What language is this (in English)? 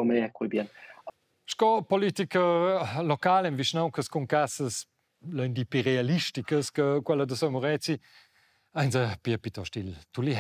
Romansh